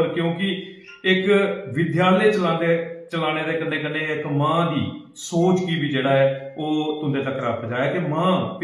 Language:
Dogri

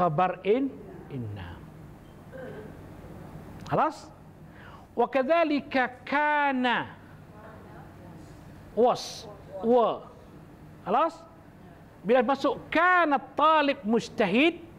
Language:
Malay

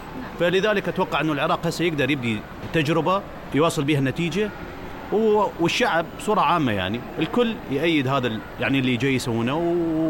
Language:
Mesopotamian Arabic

